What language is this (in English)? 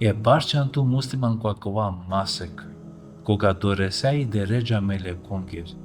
Balkan Romani